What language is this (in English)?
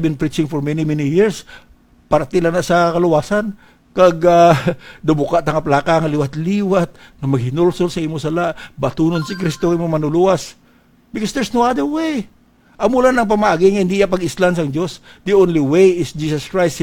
Hiligaynon